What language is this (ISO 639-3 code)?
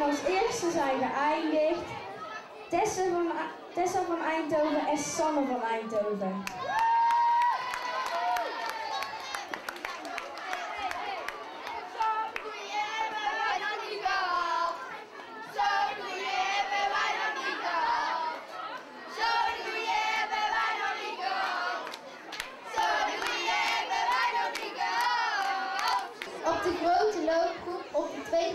nld